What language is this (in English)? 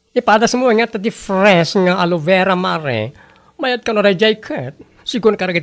Iloko